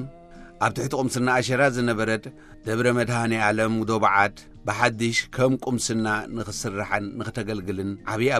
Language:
Tigrinya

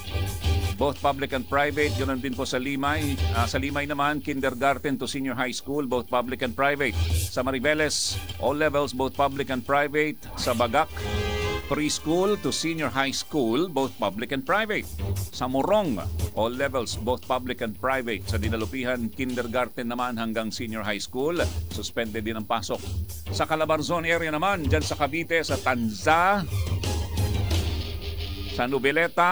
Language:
Filipino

